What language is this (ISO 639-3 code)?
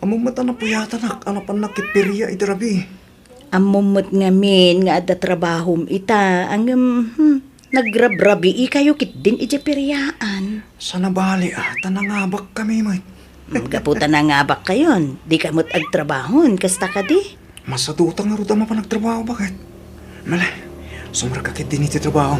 ilo